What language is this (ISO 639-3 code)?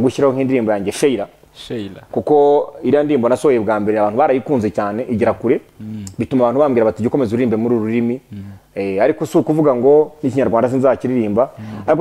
kin